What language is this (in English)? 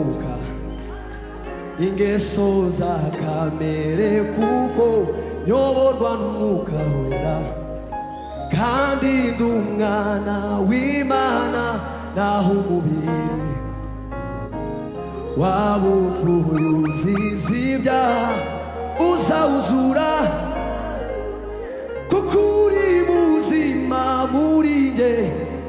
Kinyarwanda